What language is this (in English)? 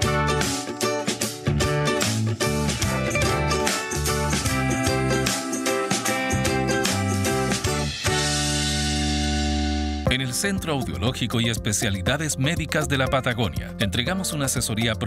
Spanish